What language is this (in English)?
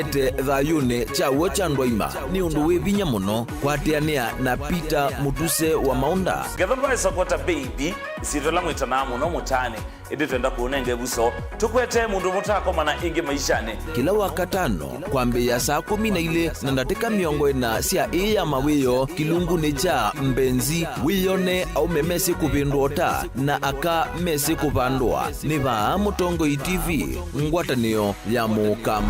Kamba